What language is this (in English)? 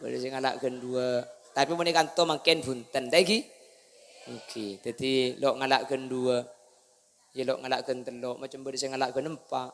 Madurese